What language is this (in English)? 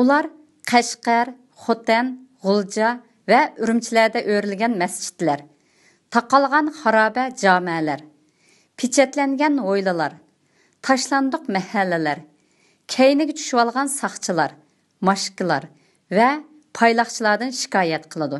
Uyghur